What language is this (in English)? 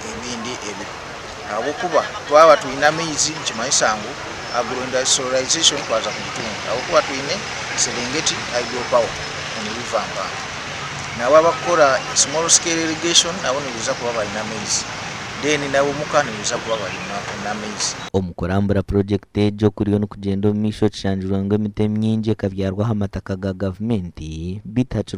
Nyankole